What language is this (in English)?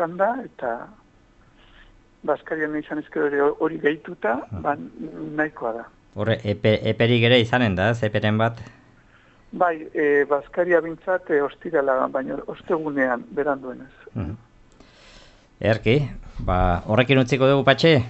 Basque